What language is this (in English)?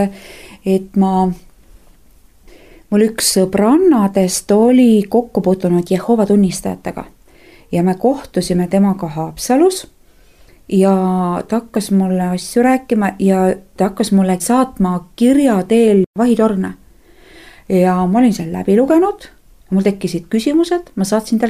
Estonian